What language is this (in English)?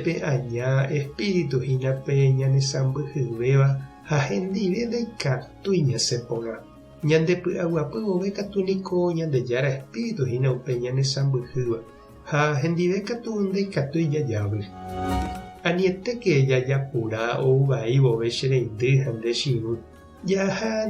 Guarani